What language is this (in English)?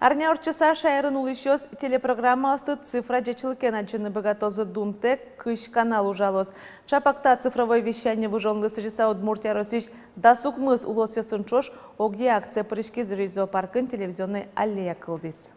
Udmurt